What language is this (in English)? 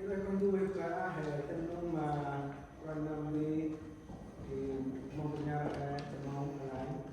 Central Mnong